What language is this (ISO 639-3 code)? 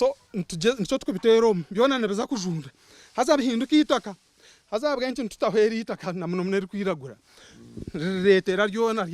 nyn